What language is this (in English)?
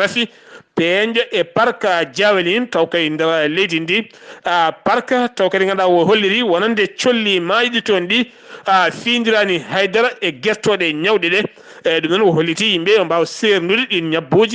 Fula